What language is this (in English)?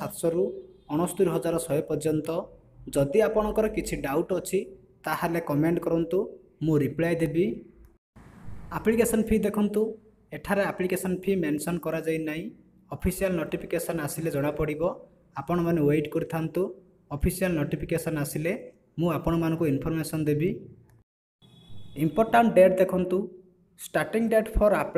Odia